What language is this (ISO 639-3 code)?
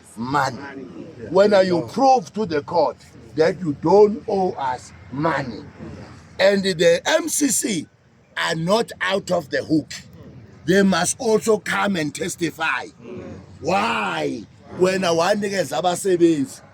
zul